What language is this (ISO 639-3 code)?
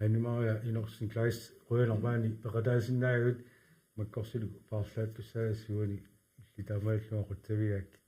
kal